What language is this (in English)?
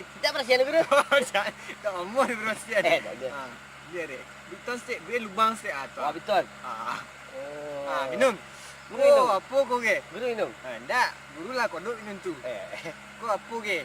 Minangkabau